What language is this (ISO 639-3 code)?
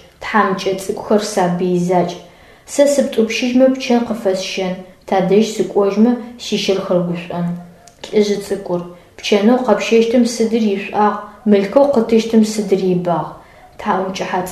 ady